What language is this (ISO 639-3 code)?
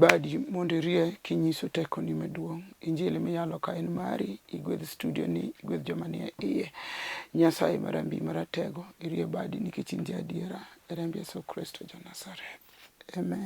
luo